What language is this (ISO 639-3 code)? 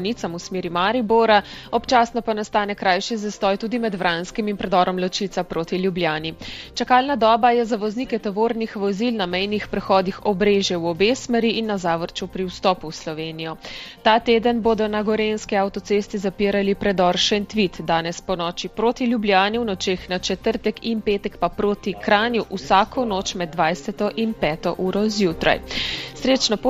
slv